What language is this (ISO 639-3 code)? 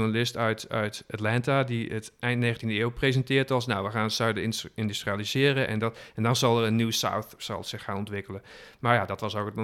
nld